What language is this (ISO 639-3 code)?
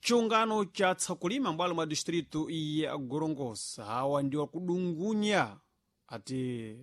seh